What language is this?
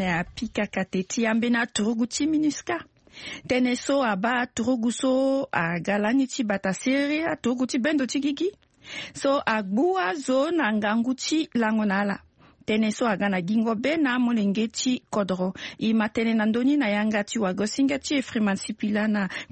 Sango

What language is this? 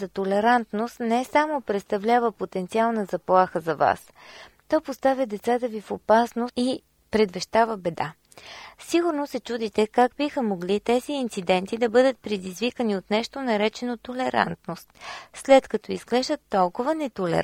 Bulgarian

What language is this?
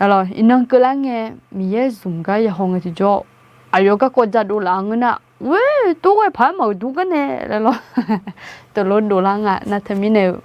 Akha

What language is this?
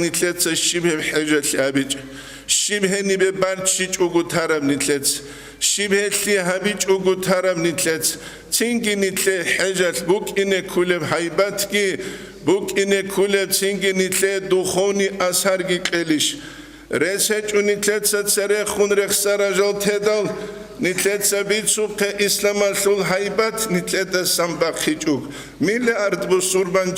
Avaric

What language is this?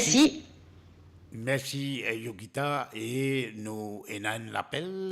Morisyen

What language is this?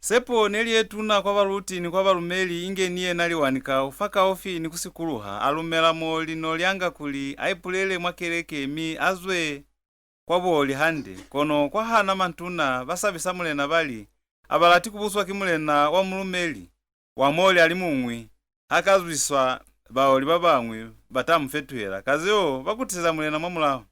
Lozi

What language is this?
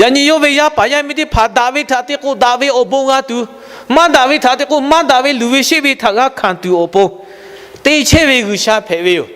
Lahu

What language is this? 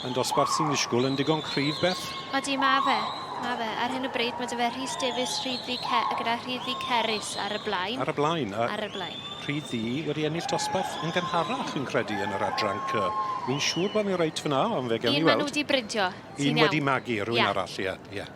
Welsh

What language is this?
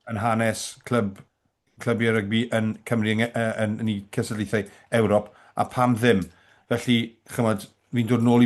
Welsh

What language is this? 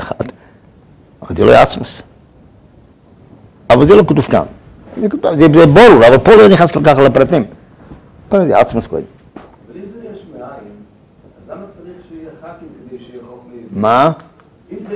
Hebrew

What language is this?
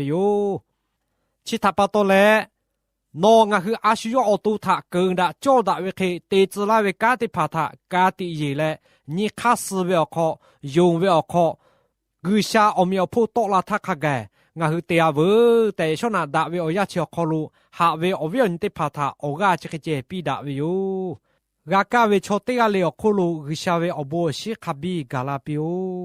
Lahu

